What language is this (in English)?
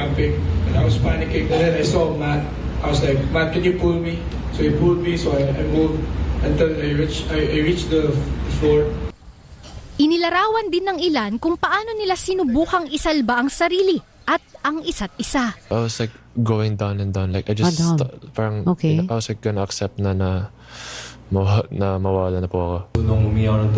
Filipino